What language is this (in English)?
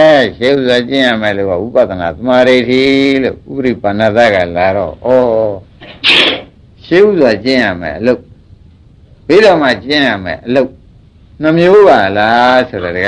Burmese